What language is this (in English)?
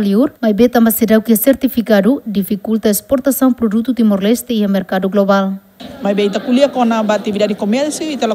Tetum